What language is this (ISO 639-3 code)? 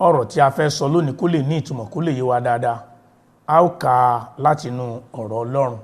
yor